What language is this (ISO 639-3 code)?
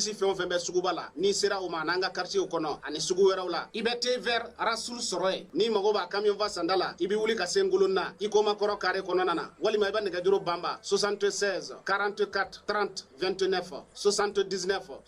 bam